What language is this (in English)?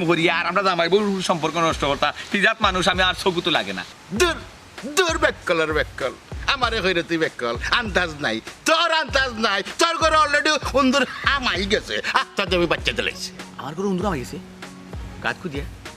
Sylheti